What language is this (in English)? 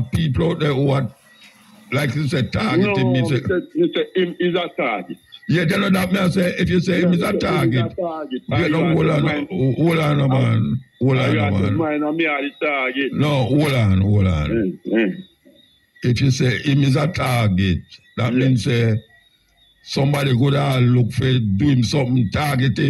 Jamaican Creole English